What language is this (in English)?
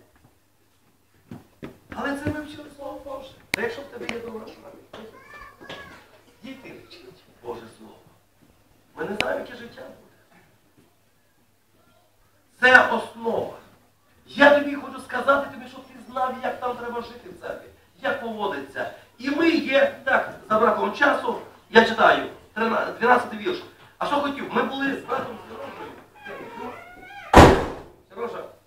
Ukrainian